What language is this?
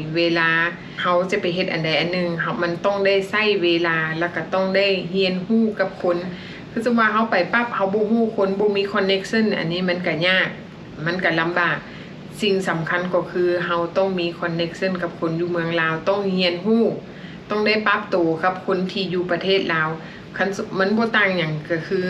Lao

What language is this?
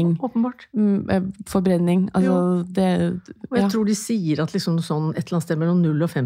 Norwegian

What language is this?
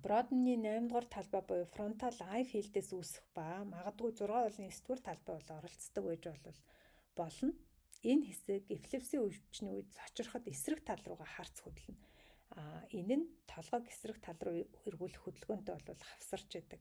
Mongolian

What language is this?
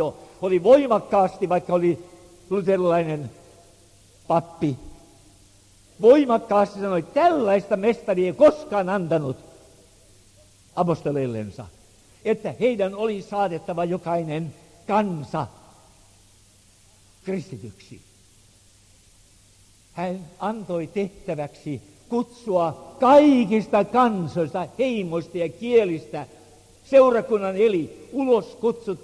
Finnish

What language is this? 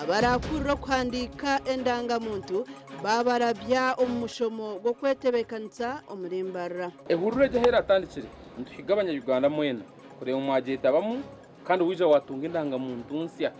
Nyankole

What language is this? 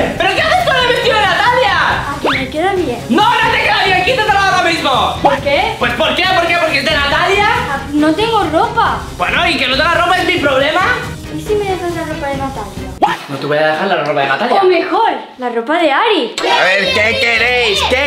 Spanish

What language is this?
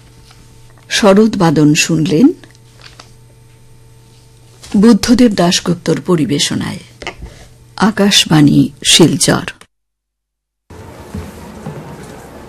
Bangla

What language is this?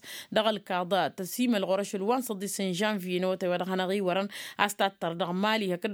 Tamasheq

